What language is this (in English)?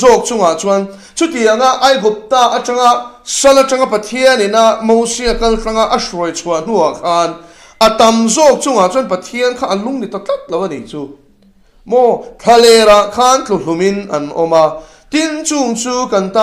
Mizo